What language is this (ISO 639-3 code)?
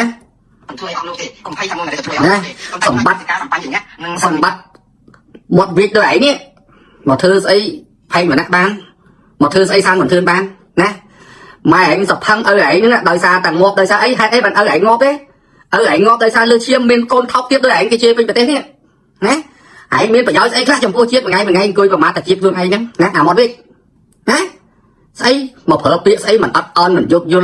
khm